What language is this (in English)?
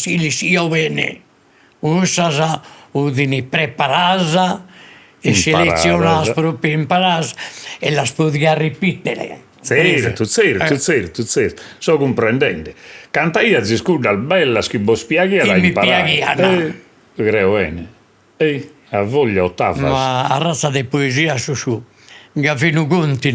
Sardinian